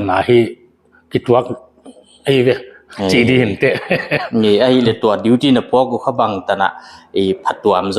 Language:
Paite Chin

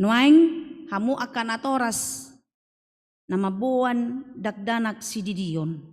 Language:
Batak Toba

